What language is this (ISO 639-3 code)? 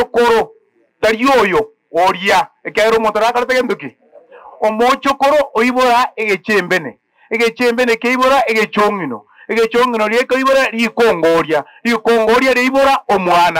guz